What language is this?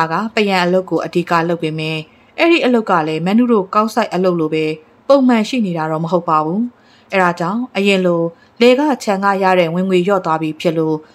Burmese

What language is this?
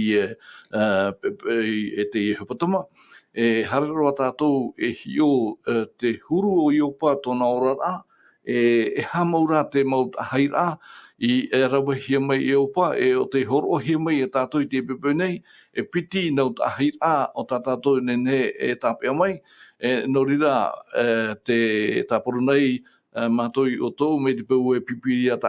Tahitian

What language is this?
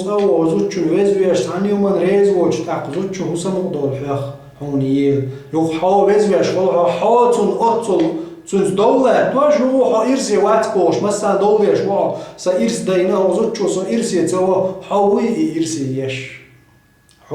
Chechen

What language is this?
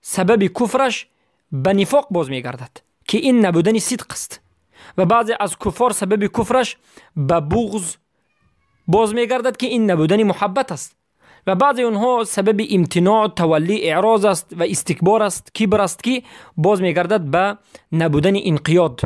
Persian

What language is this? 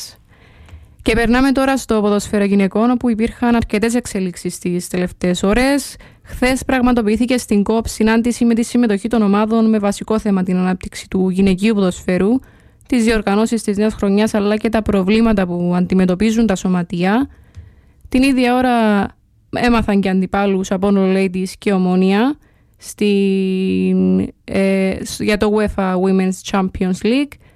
Greek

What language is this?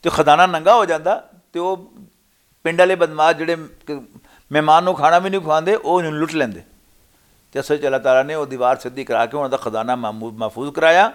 Western Panjabi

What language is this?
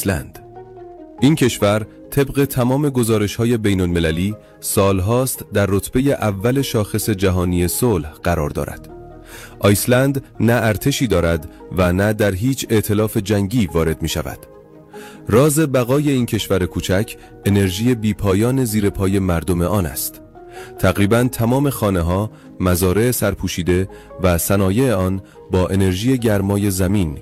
Persian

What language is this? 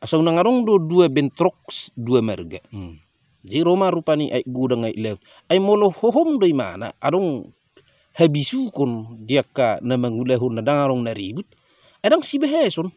Batak Toba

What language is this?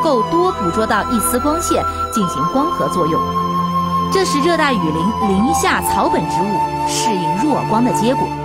Chinese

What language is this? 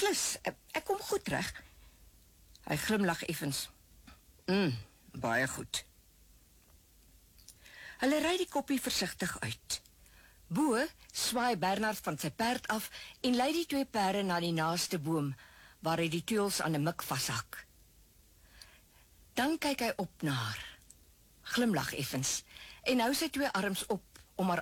Afrikaans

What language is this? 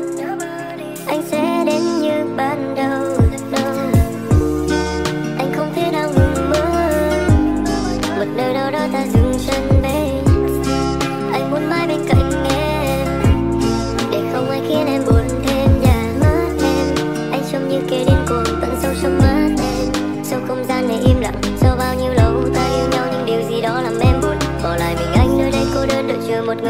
Vietnamese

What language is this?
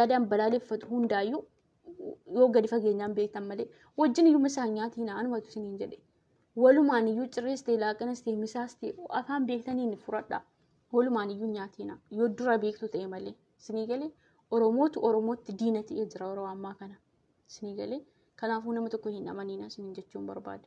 Oromo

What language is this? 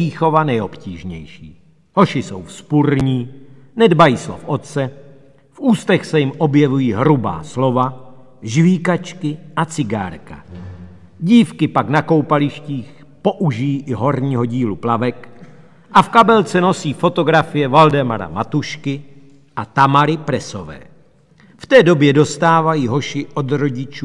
Czech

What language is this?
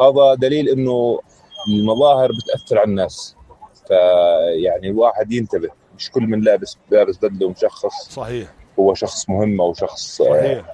North Levantine Arabic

